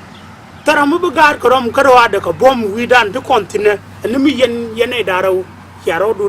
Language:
Nuer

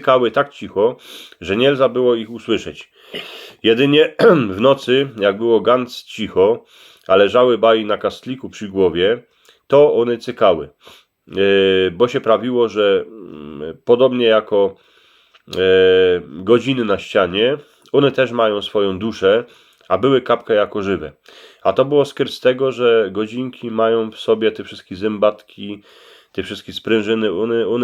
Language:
Silesian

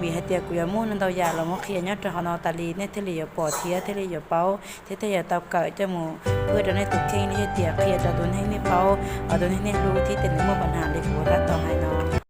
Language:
Hmong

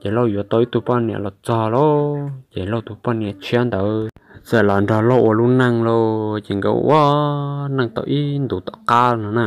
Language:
Hmong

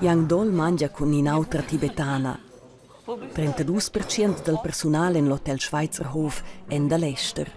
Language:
Romansh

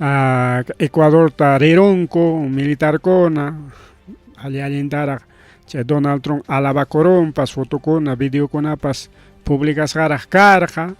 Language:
Ayacucho Quechua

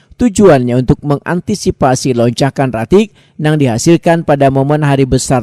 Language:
Banjar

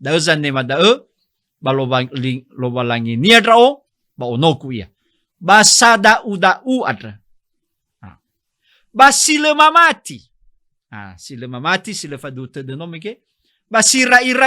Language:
Nias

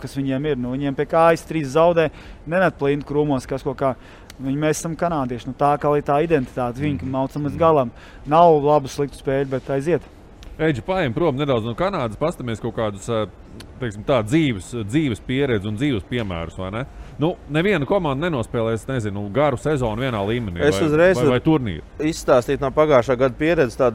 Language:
Latvian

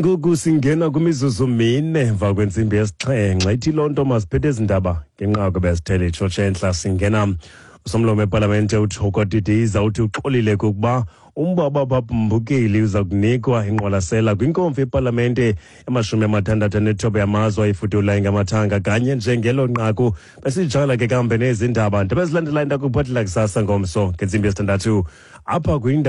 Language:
Xhosa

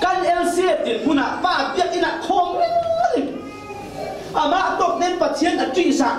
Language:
Falam Chin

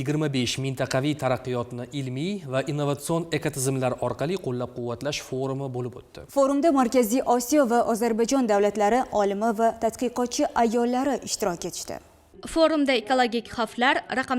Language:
Uzbek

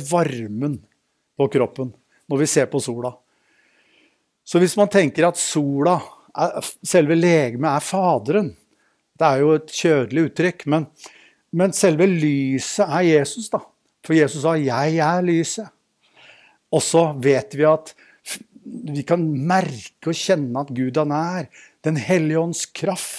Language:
Norwegian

